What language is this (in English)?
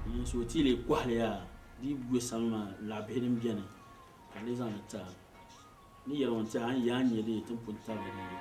Dagbani